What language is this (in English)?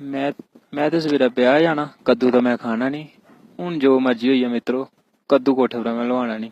Dogri